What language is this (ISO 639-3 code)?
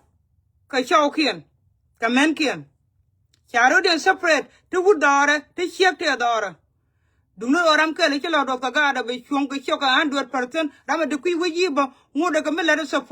nus